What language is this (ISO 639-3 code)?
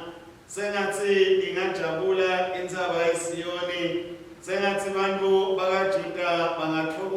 ssw